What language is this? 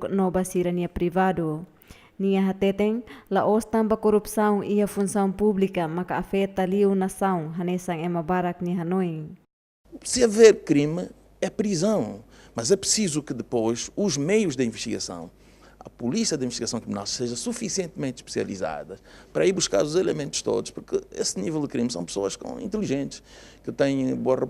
Tetum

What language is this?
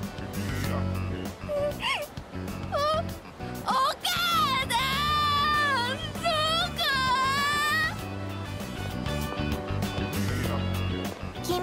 Japanese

